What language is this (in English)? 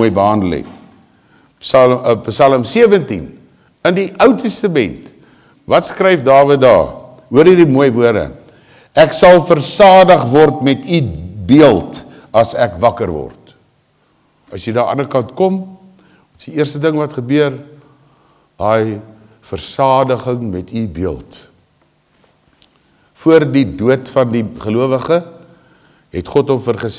Afrikaans